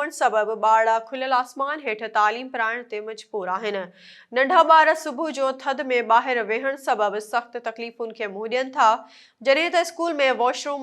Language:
Sindhi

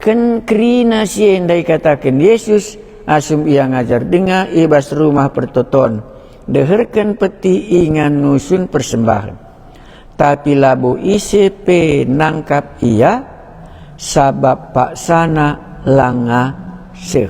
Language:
Batak Karo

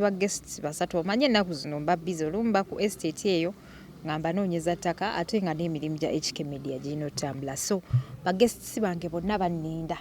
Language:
Ganda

